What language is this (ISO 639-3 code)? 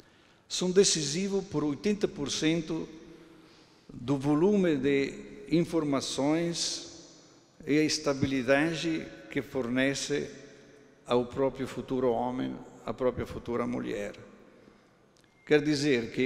por